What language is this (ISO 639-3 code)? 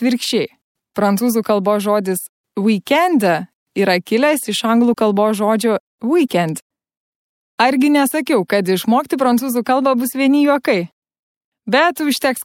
lit